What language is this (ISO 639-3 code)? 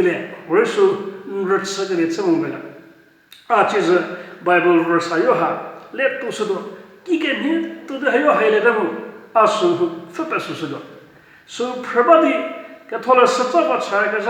njm